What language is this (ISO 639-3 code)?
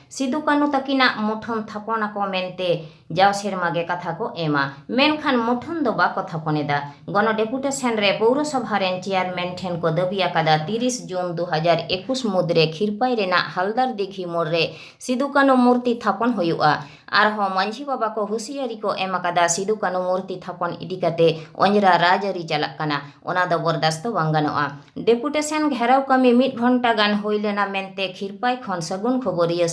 sat